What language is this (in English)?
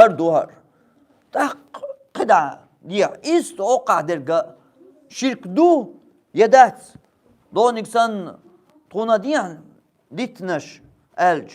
Chechen